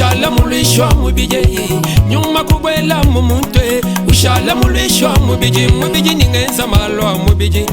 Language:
Luba-Lulua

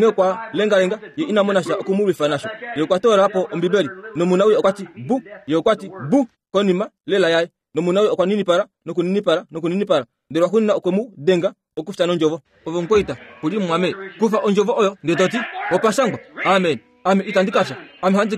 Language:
Kuanyama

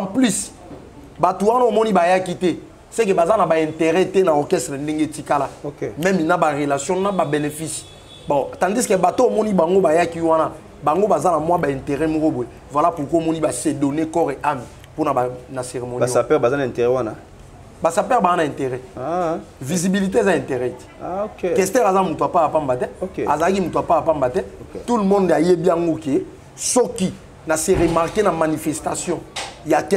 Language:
Lingala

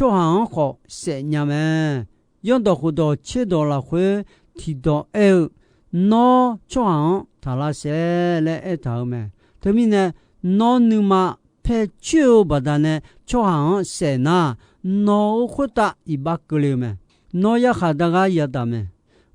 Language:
Akha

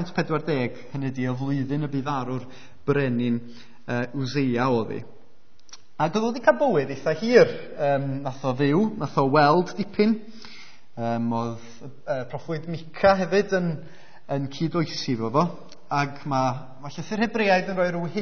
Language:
Welsh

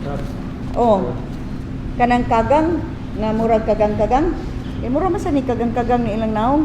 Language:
Cebuano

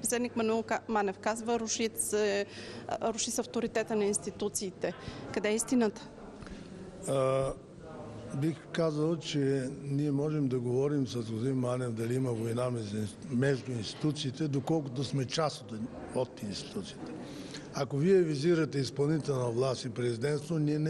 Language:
Bulgarian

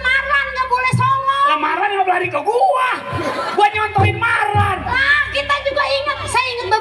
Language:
Betawi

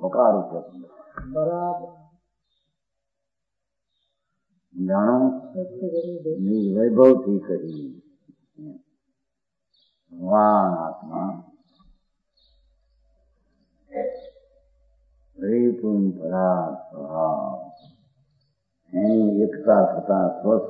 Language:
Gujarati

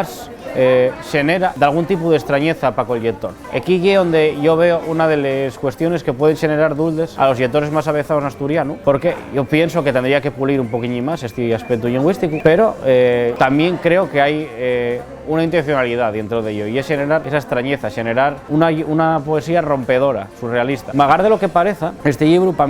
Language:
Asturian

